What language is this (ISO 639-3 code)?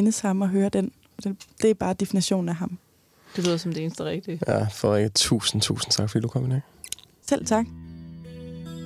dan